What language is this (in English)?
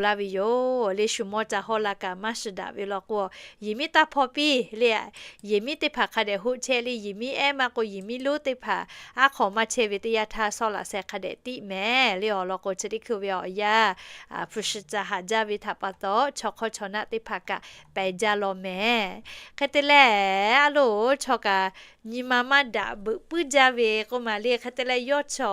Lahu